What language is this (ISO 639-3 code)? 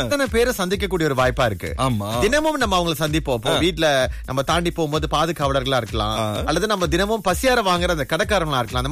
tam